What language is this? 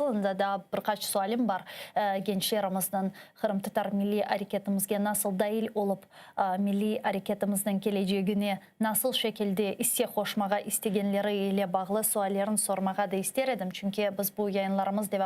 Crimean Tatar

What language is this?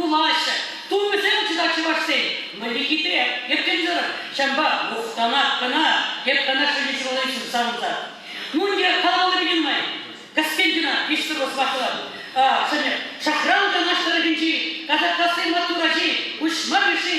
Chuvash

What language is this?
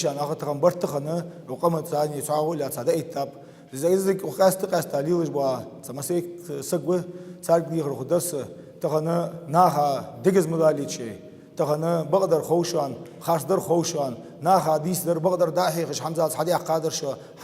Ingush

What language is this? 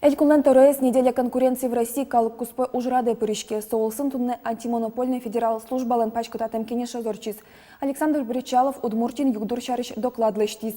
Udmurt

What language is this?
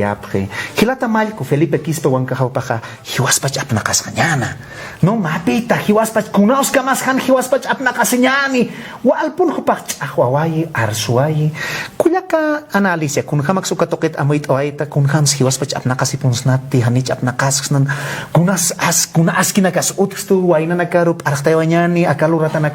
Aymara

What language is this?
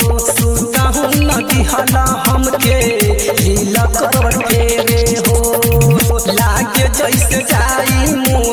Bhojpuri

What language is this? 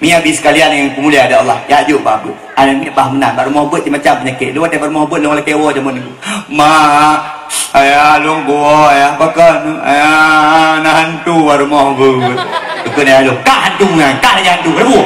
Achinese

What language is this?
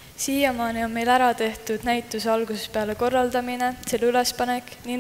Estonian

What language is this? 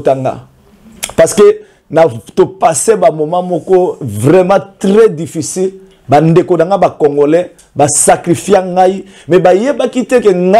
Lingala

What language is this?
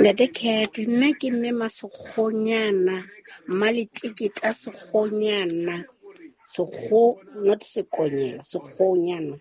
Southern Sotho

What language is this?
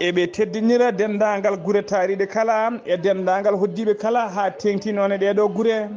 Fula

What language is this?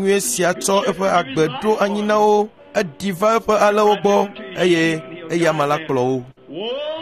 Ewe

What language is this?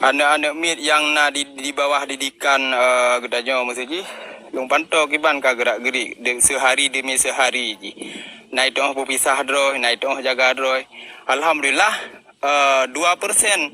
Achinese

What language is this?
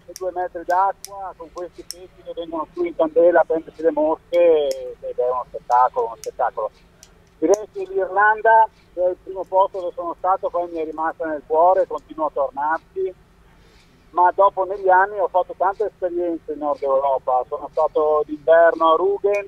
Italian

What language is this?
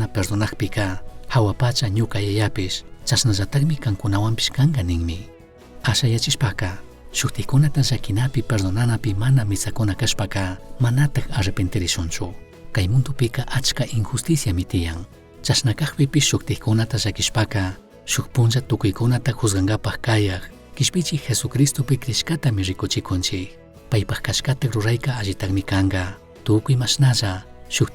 Chimborazo Highland Quichua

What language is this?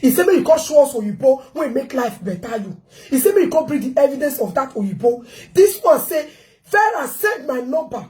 Nigerian Pidgin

